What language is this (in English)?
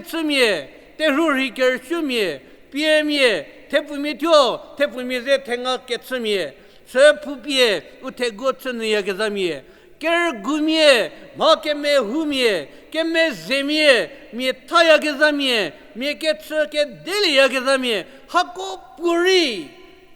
Angami Naga